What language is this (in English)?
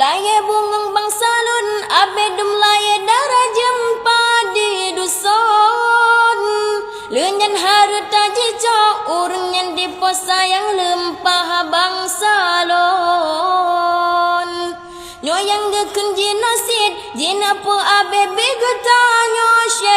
Achinese